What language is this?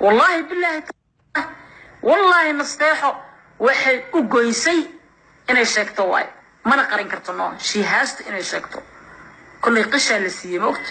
Somali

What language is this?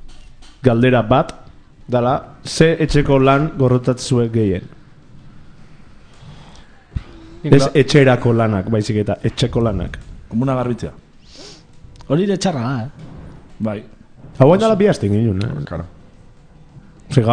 Basque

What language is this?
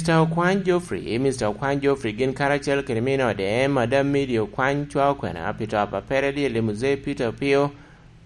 Lango (Uganda)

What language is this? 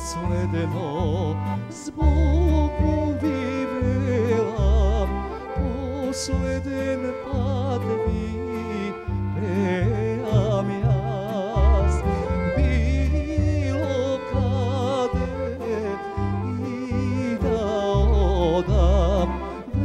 Macedonian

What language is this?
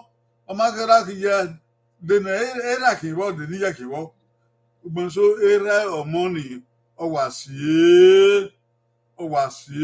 Bini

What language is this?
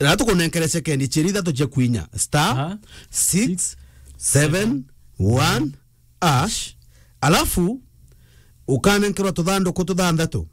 Meru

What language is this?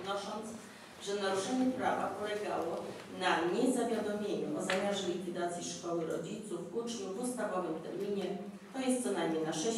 Polish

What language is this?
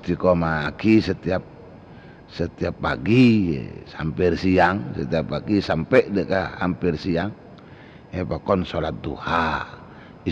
Madurese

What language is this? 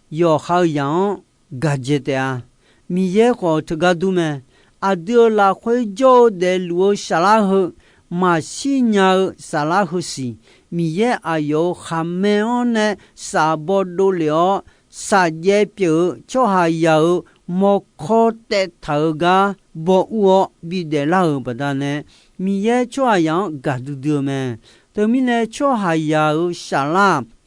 Akha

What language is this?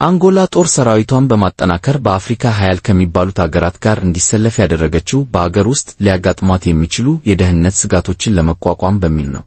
Amharic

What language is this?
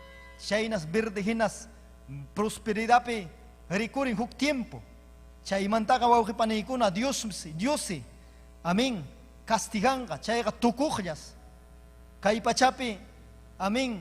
Ayacucho Quechua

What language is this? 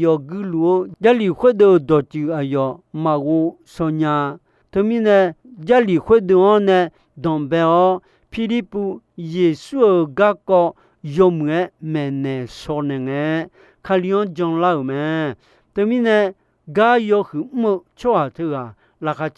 Akha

